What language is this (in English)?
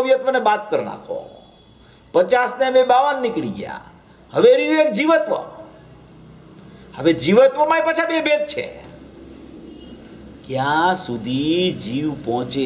Gujarati